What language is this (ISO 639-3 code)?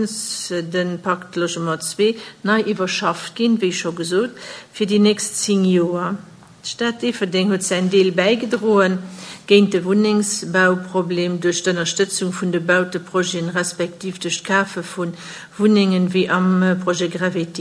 ltz